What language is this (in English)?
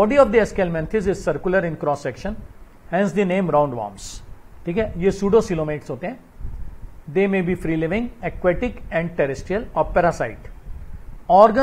Hindi